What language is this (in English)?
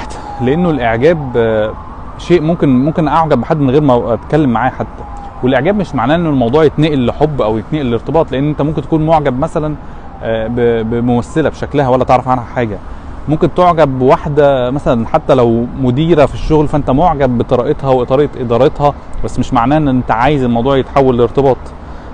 Egyptian Arabic